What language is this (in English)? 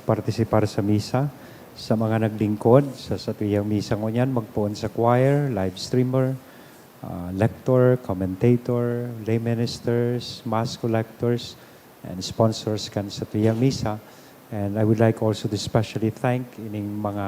Bikol